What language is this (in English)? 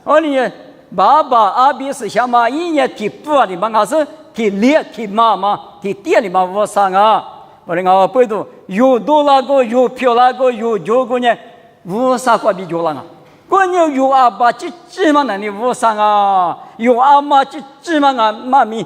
Lisu